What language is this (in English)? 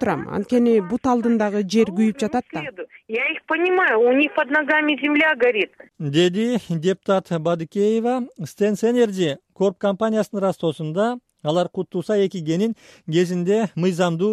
Kyrgyz